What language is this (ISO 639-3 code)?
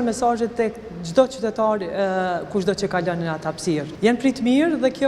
sqi